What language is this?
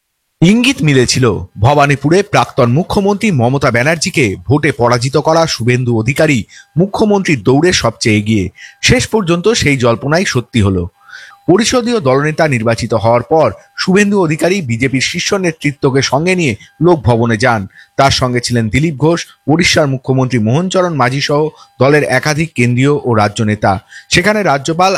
Bangla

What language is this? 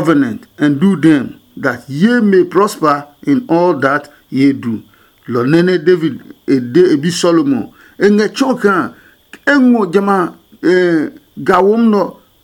Adangme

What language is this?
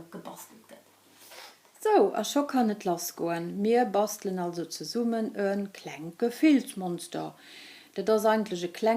Luxembourgish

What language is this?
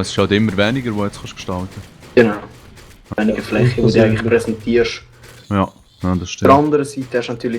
Swiss German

